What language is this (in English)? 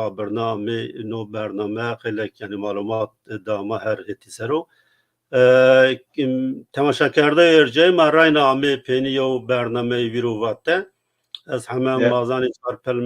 Zaza